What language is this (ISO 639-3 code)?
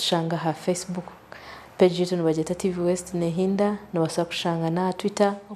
nyn